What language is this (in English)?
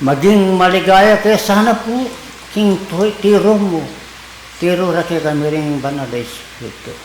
Pampanga